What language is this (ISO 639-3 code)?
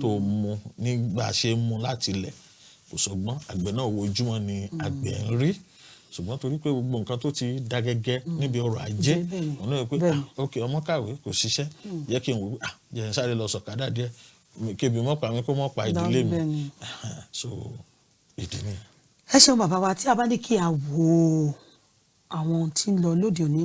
yor